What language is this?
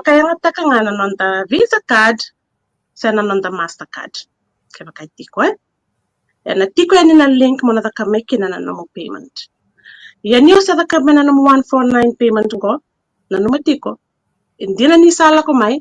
Fijian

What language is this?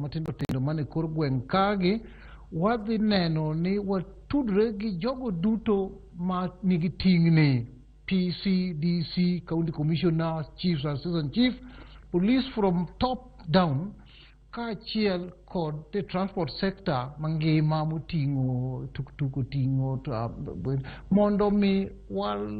Luo (Kenya and Tanzania)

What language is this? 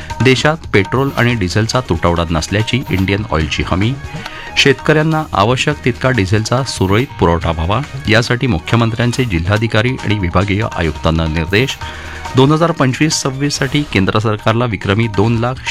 Marathi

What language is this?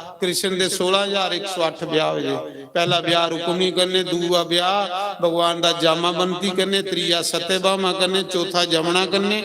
Dogri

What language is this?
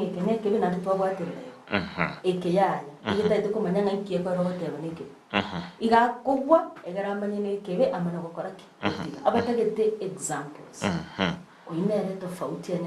Gusii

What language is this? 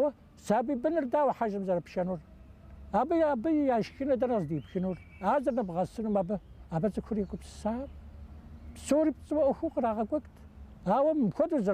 Kabardian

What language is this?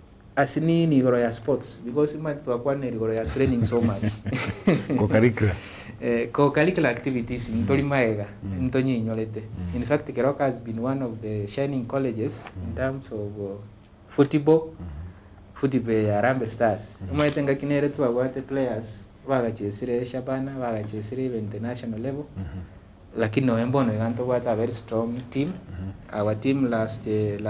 Gusii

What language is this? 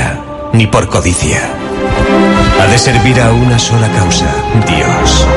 Catalan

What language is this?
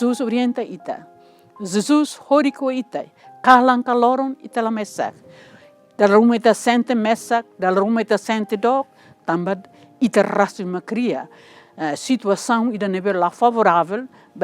Tetum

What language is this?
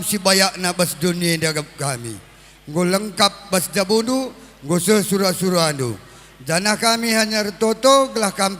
Batak Karo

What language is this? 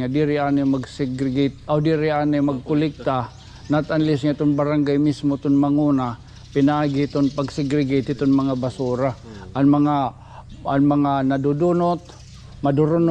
Waray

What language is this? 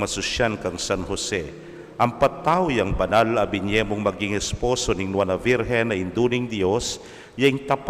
Pampanga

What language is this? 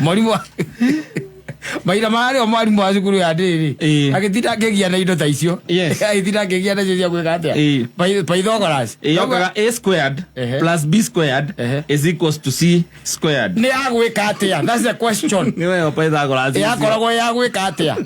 Kikuyu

